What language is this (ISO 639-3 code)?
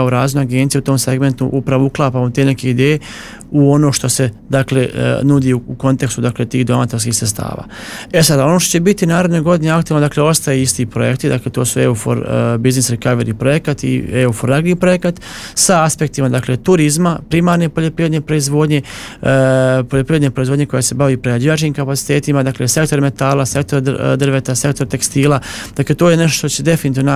srp